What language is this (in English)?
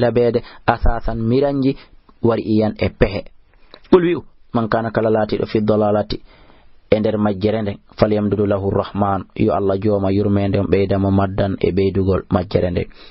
Fula